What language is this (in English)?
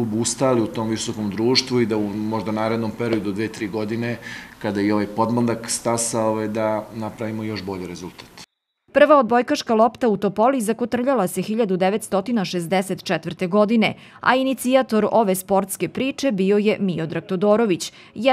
Serbian